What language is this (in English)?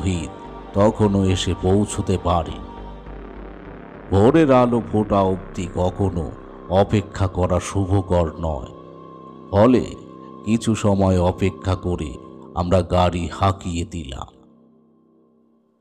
Bangla